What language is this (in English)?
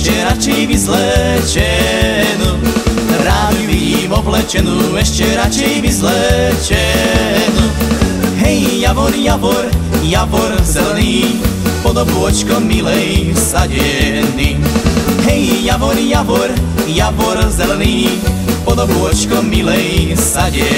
Slovak